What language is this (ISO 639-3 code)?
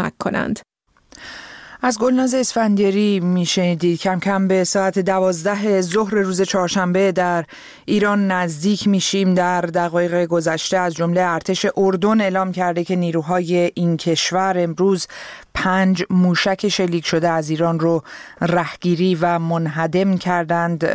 fas